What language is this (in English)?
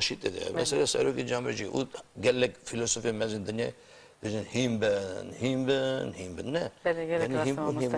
Kurdish